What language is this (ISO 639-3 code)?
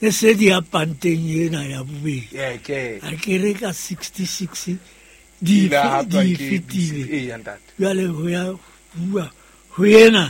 sot